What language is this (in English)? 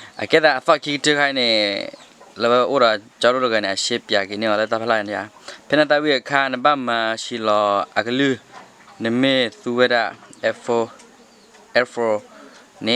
S'gaw Karen